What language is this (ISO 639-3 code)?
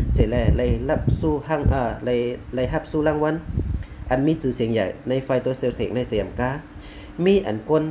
shn